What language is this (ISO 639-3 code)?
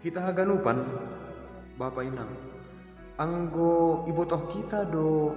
bts